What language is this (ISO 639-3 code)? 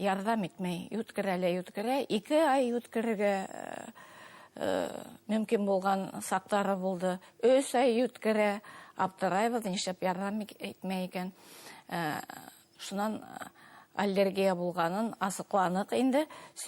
bak